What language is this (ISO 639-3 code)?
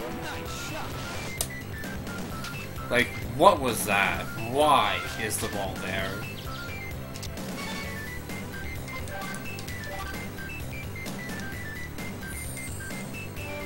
eng